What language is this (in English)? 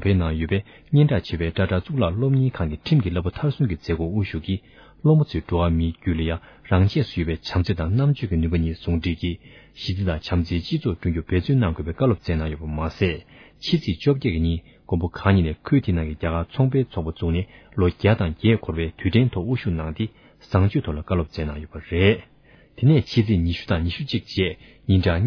Tibetan